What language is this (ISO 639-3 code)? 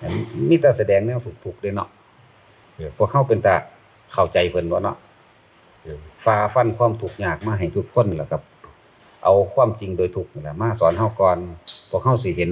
tts